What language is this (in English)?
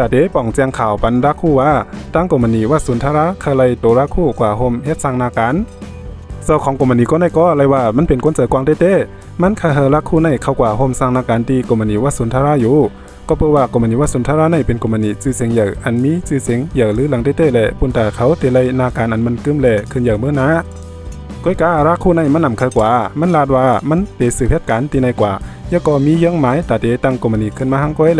Shan